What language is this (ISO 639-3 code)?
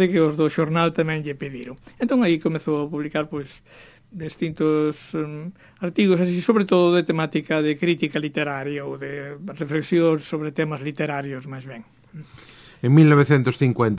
glg